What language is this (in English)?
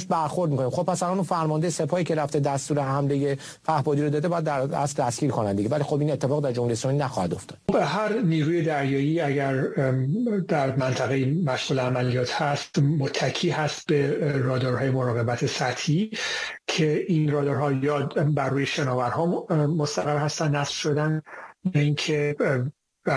Persian